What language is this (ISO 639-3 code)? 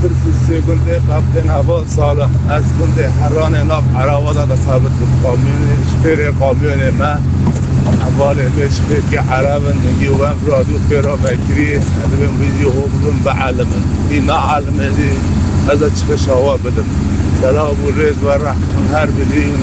kur